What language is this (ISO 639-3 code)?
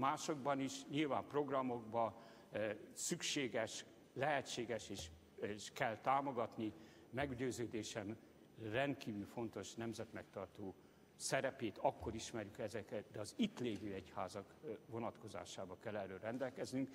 hun